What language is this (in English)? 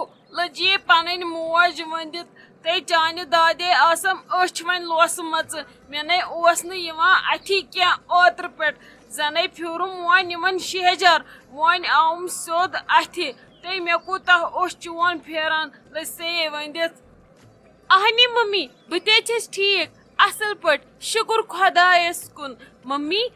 Kashmiri